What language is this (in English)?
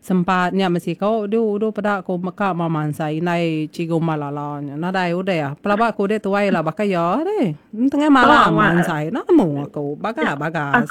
Iban